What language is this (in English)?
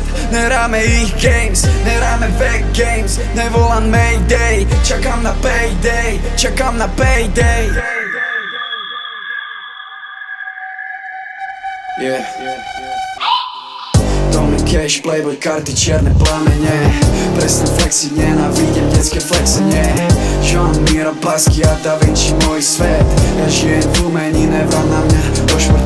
Slovak